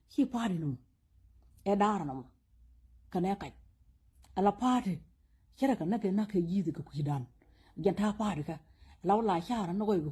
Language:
Nuer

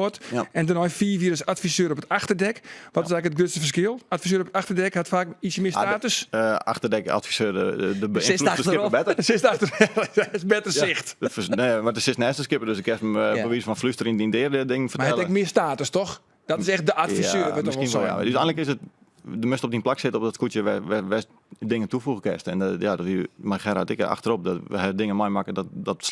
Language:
Western Frisian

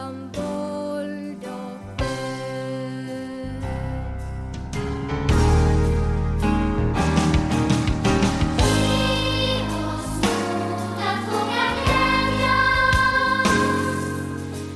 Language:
Swedish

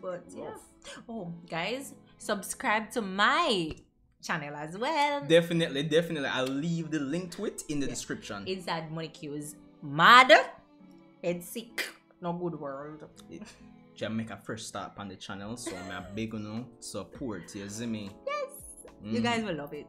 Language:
Jamaican Creole English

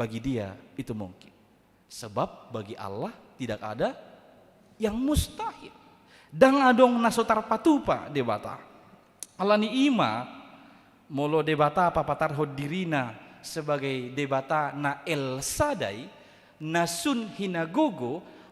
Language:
Batak Toba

